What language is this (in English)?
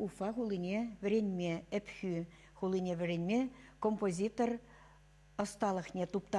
Chuvash